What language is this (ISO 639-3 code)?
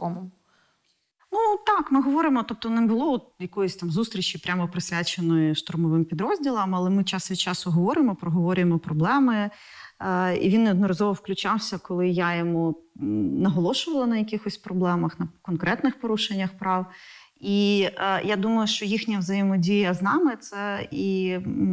ukr